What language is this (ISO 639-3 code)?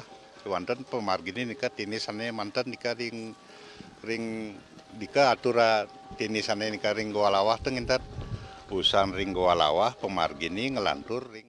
ban